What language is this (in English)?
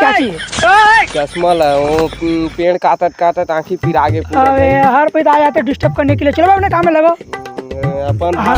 Chhattisgarhi